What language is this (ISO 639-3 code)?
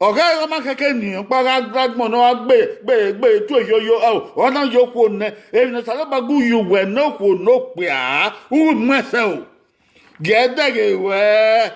bin